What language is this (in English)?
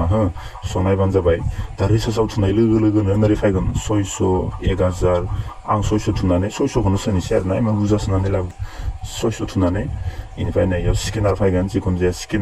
Bodo